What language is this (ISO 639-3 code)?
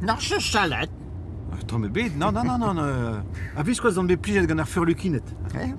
bre